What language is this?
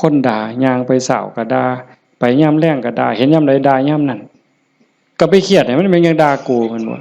Northeastern Thai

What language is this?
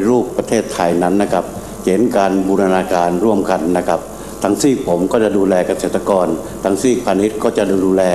Thai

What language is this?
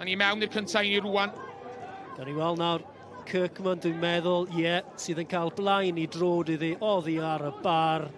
Welsh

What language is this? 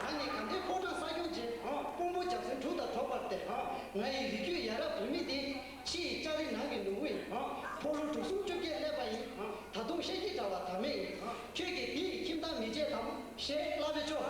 Tibetan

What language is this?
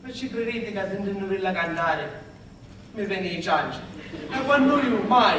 Sicilian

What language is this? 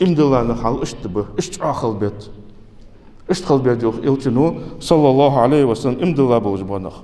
Ingush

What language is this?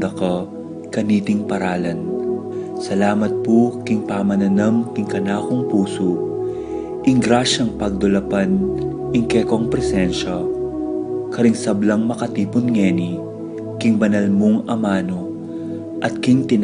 Pampanga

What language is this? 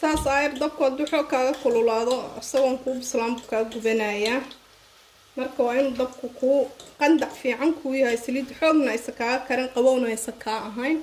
Somali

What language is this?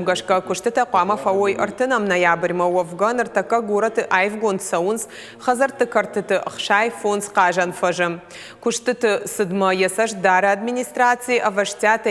Ossetic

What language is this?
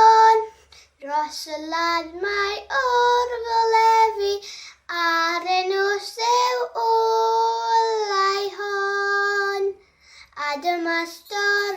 Welsh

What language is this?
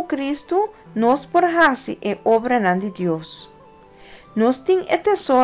Papiamento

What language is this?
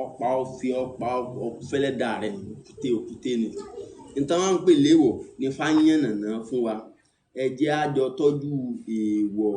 Yoruba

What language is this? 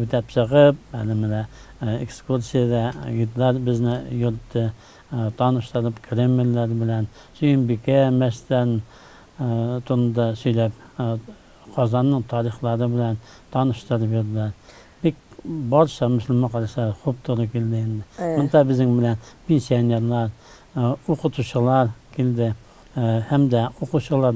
Tatar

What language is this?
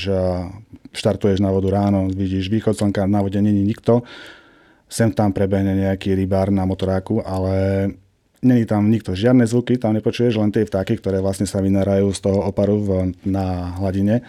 Slovak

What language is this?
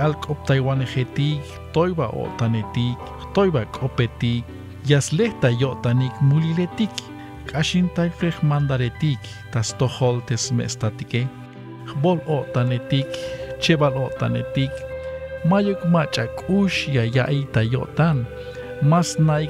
Tzeltal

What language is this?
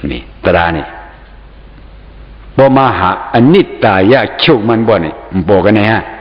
Shan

